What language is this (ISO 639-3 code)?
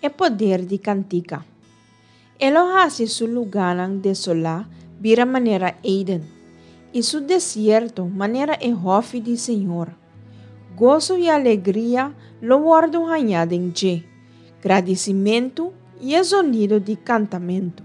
pap